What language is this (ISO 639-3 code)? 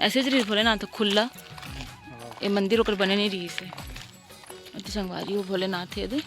hne